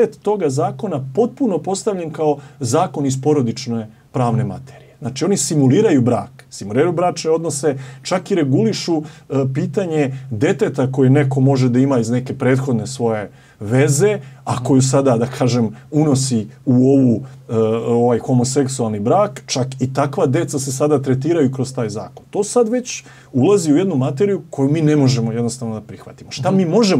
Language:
Serbian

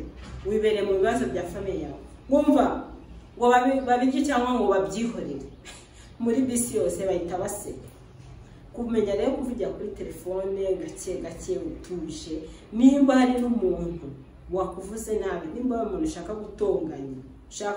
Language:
Kinyarwanda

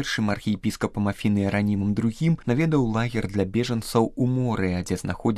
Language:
Belarusian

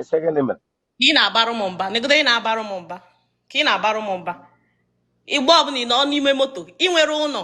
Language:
Igbo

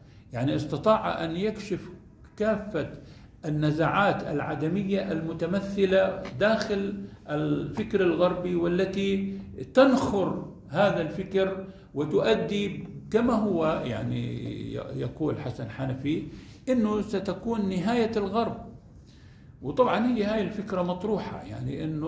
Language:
Arabic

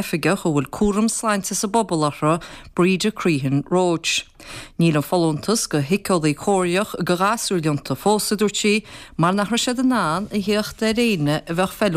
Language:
Irish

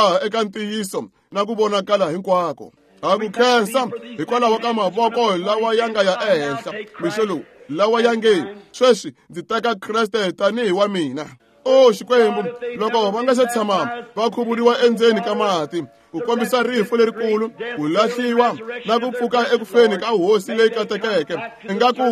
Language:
Tsonga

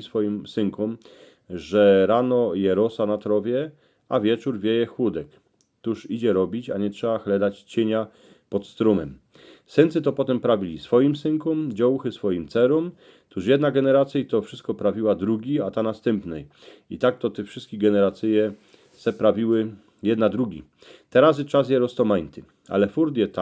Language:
Silesian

